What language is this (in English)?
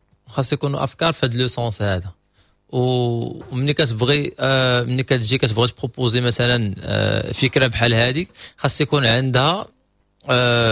Moroccan Arabic